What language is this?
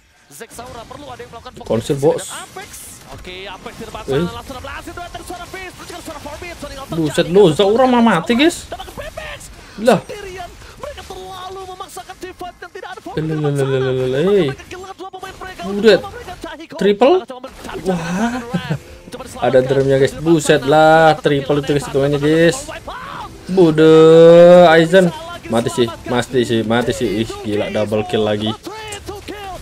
Indonesian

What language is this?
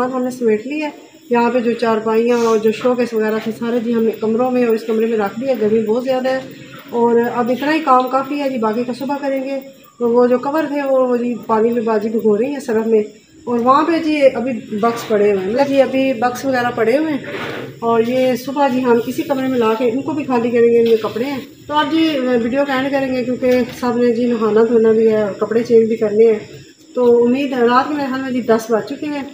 Hindi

